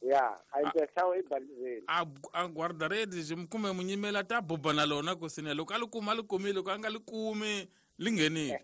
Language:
Tsonga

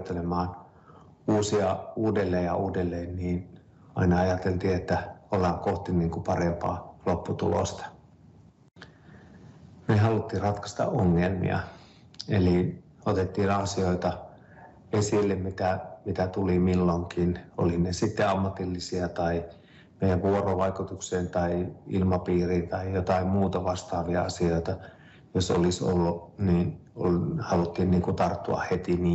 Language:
Finnish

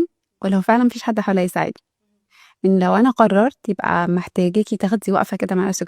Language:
Egyptian Arabic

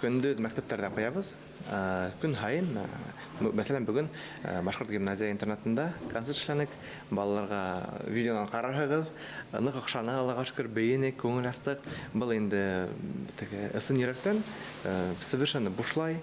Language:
Bashkir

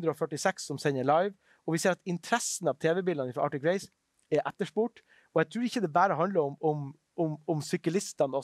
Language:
Norwegian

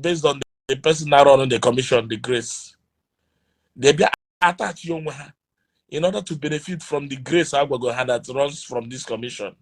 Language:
Igbo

